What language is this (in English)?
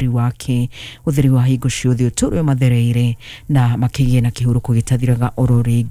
Kikuyu